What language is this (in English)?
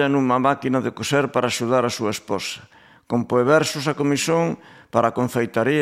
Galician